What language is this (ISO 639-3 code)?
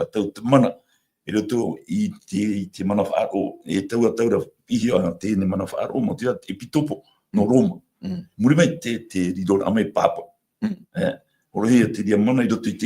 tah